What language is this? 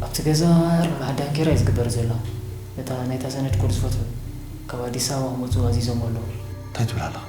Tigrinya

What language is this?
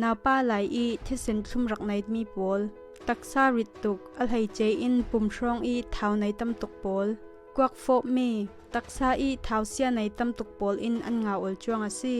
Falam Chin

